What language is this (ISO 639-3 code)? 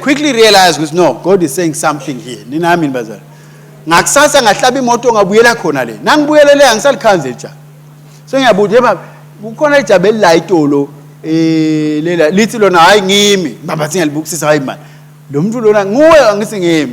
ssw